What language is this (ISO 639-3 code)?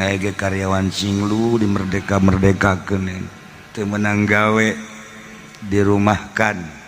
sun